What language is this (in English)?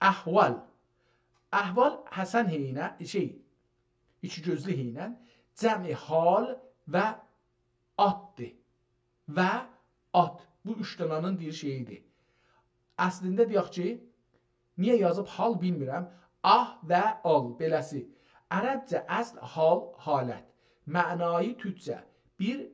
South Azerbaijani